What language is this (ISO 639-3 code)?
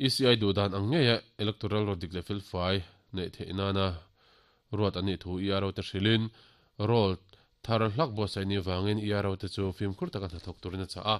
lus